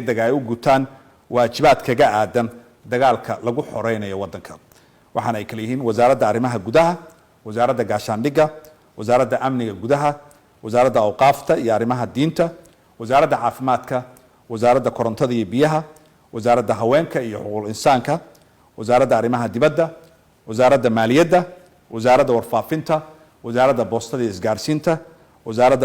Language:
Somali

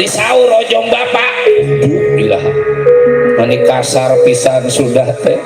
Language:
Betawi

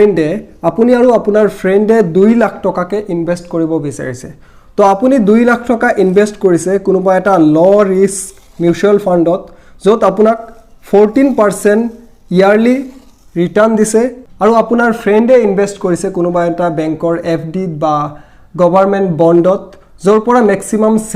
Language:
Assamese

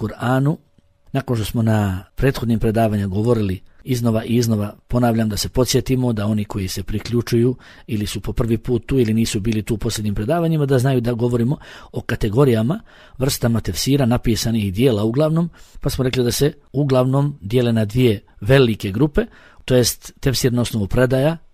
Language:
Bosnian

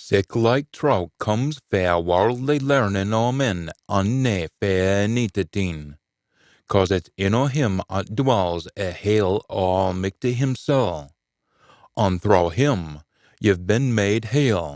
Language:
Scots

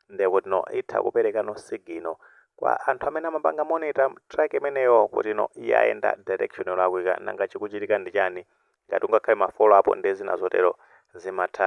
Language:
Nyanja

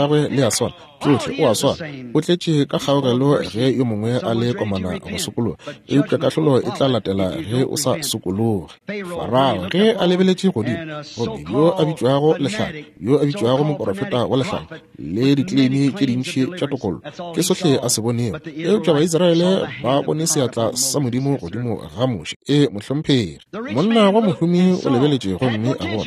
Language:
Northern Sotho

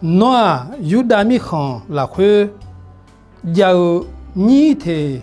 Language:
Akha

